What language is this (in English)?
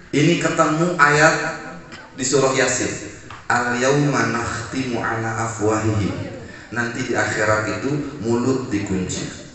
Indonesian